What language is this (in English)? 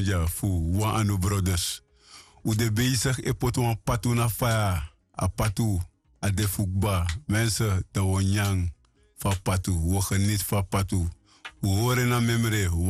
Sranan Tongo